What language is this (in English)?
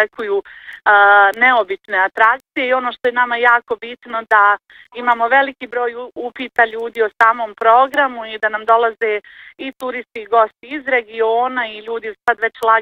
Bosnian